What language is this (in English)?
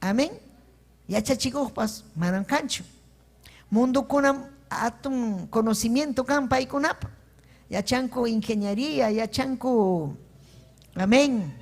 Ayacucho Quechua